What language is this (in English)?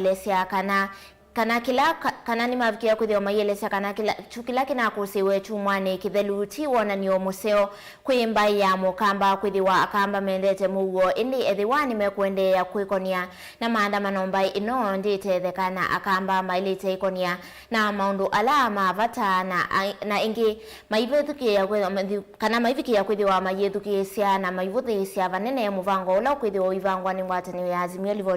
Kamba